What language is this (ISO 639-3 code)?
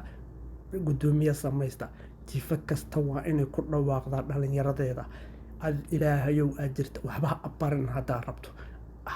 som